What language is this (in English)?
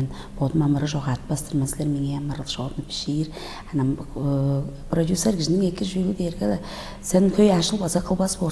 Tuvinian